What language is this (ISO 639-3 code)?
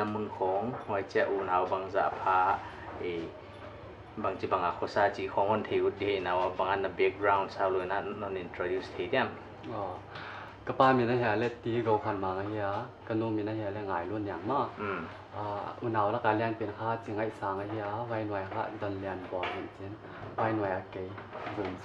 pck